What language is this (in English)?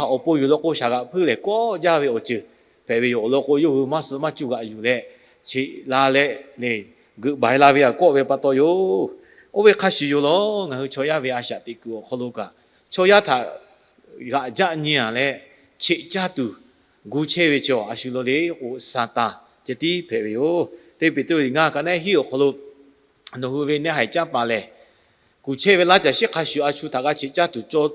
Lahu